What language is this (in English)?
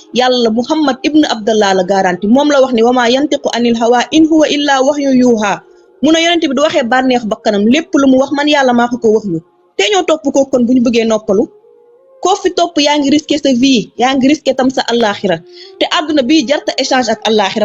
Wolof